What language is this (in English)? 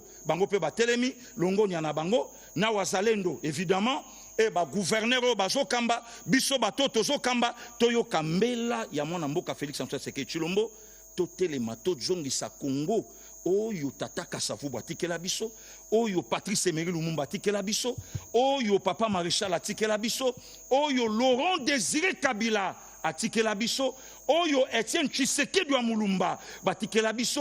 Lingala